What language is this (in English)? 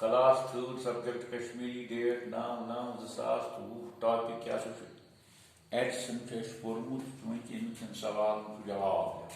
Kashmiri